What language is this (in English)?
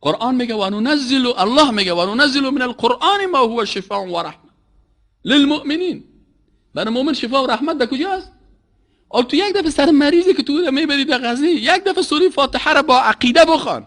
Persian